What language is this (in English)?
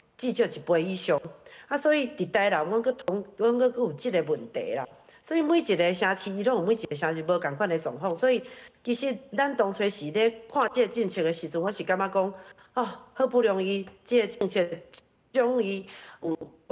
Min Nan Chinese